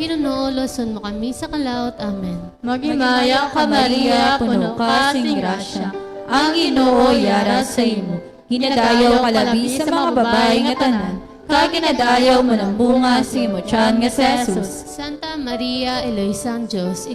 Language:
Hiligaynon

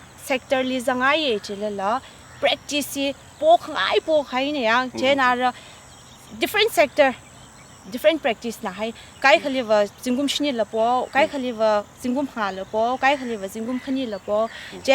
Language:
Tangkhul Naga (India)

